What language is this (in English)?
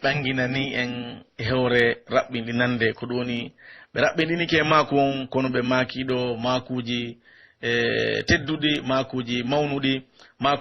Pular